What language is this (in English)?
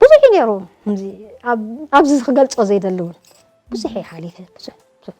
Tigrinya